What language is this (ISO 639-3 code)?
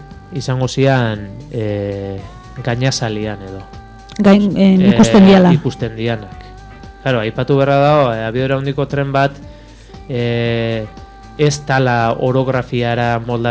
eus